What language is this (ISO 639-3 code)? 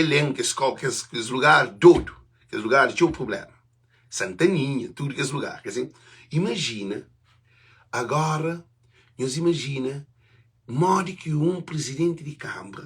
kea